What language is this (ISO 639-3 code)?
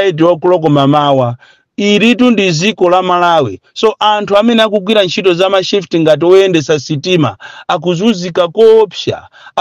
nya